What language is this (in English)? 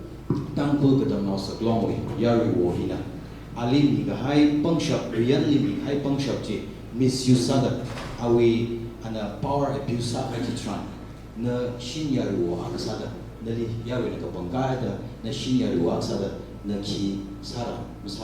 Tangkhul Naga (India)